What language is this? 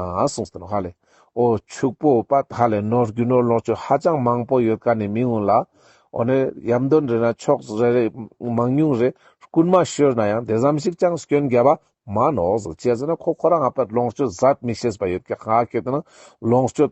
Ladakhi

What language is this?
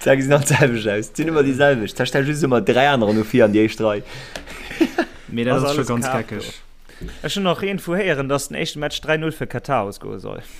Luxembourgish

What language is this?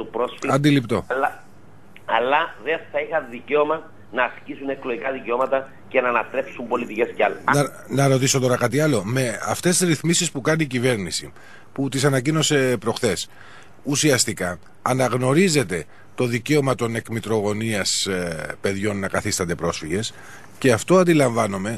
Greek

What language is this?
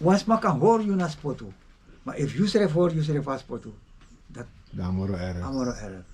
Sranan Tongo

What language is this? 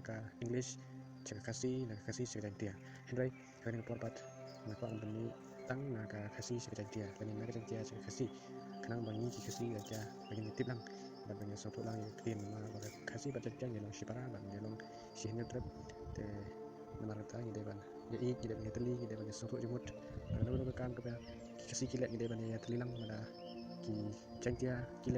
Khasi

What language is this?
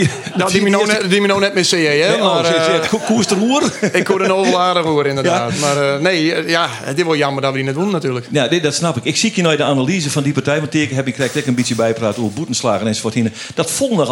Western Frisian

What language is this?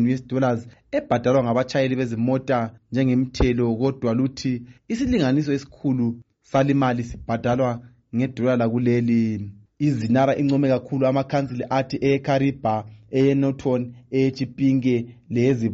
North Ndebele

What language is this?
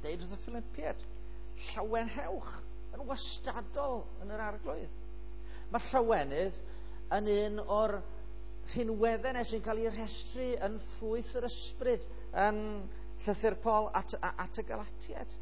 Welsh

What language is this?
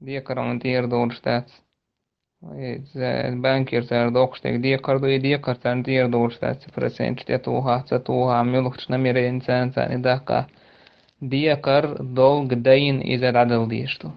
Chechen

